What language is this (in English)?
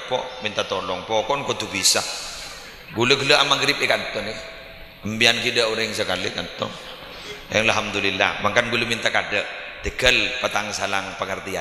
Madurese